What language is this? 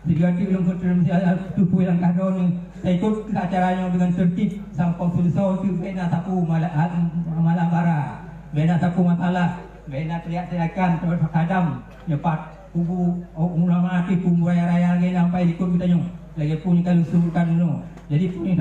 Achinese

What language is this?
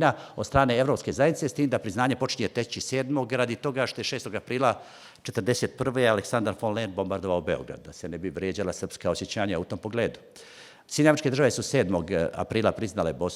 Bosnian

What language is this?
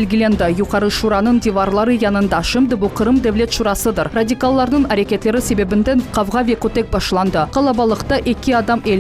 Crimean Tatar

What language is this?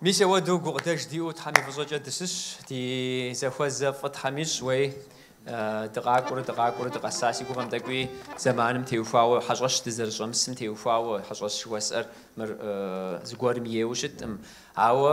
Kabardian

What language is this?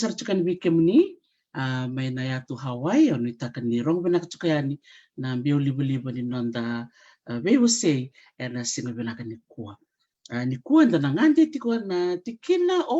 Fijian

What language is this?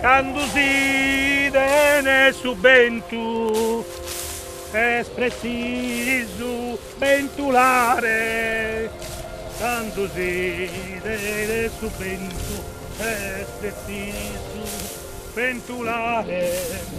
Sardinian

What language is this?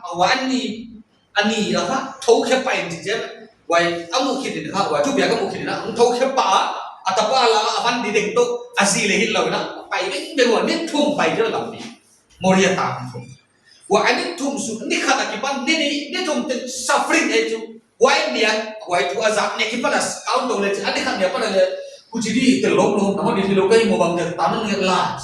Paite Chin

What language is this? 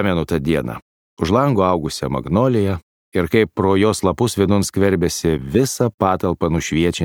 Lithuanian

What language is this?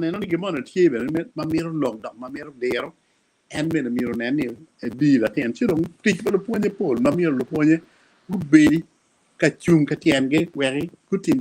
Acoli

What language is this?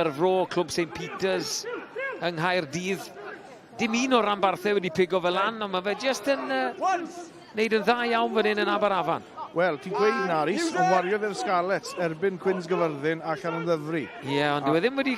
Welsh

